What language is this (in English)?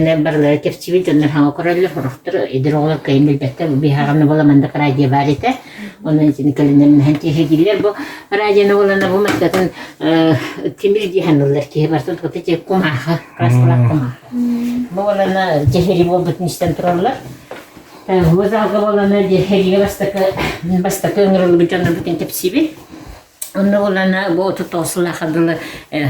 Yakut